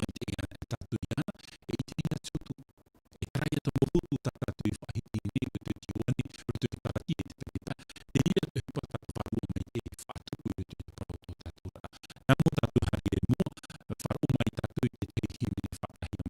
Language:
Tahitian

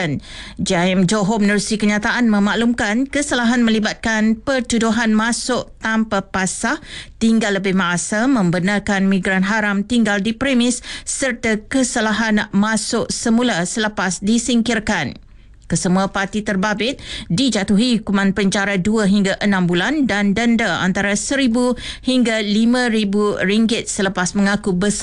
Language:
Malay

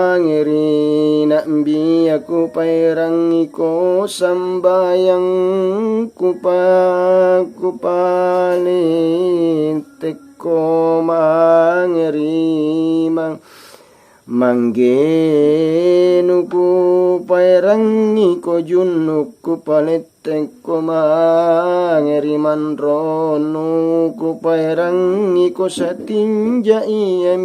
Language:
Makasar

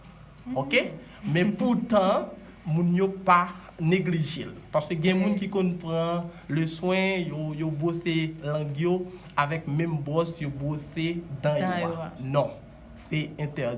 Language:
Haitian Creole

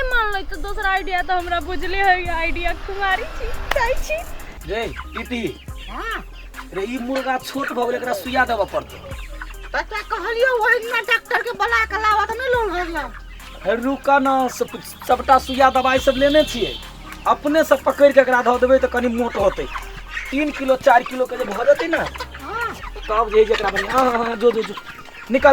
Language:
Maithili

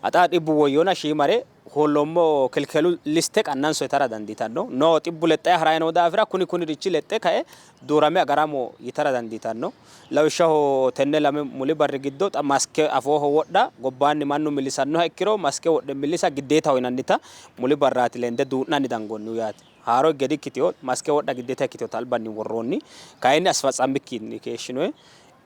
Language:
Sidamo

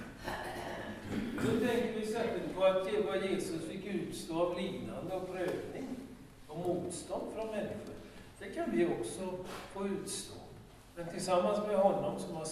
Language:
Swedish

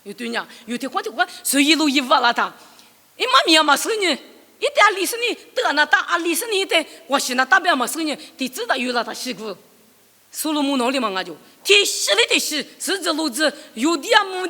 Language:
Lisu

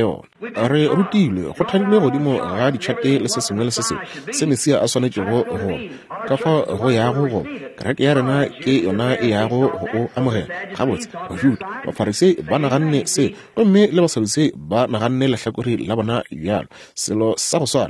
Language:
Northern Sotho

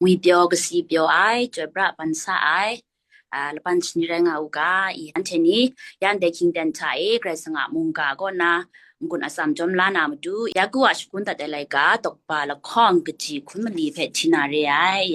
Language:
Kachin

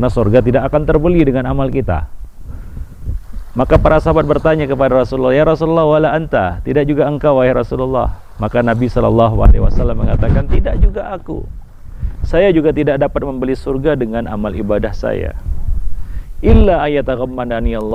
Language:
Indonesian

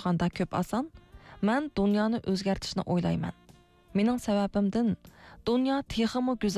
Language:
Uyghur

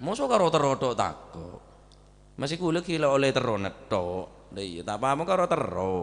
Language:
Madurese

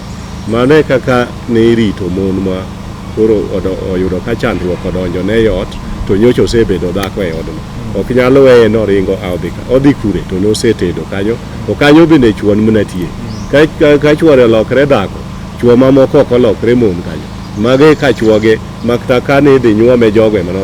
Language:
Luo (Kenya and Tanzania)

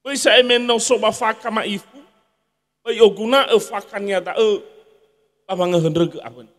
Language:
Nias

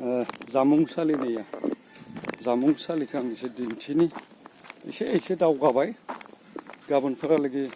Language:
Bodo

